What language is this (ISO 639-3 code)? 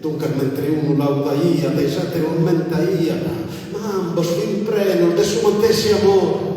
srd